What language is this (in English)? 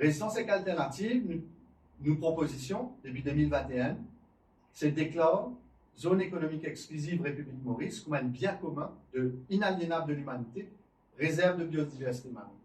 Morisyen